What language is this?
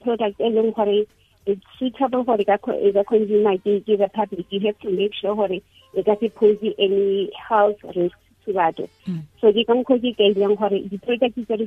Tswana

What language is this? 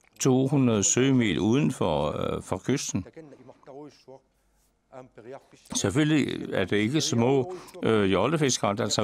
Danish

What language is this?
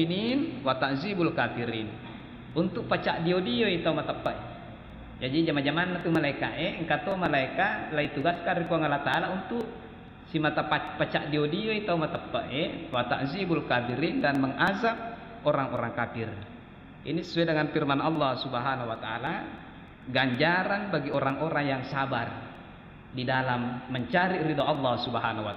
Buginese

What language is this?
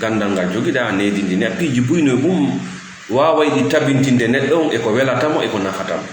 Fula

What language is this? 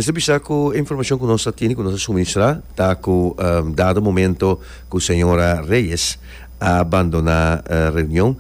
Papiamento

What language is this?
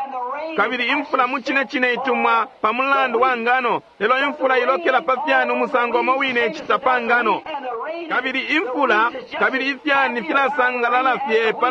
Bemba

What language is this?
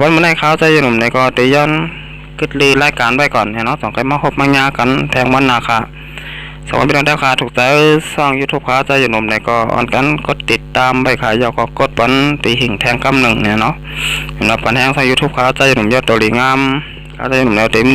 Shan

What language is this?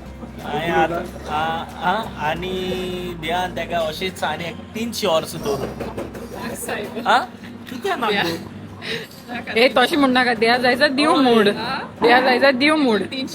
Konkani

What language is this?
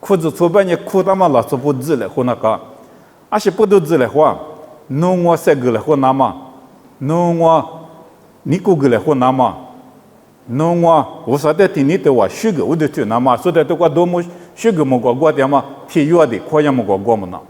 Lisu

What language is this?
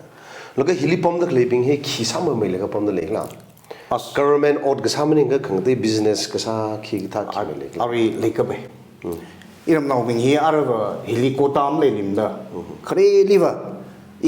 Tangkhul Naga (India)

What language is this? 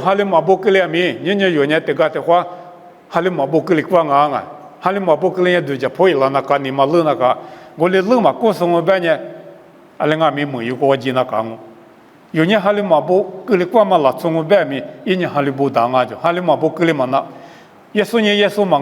Lisu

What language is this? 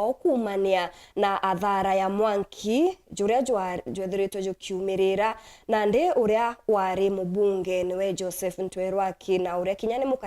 Meru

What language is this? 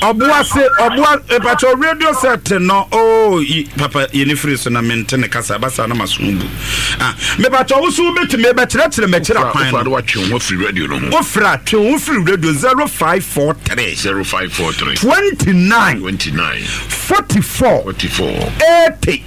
Akan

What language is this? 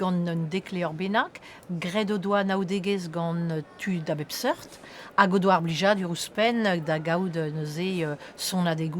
Breton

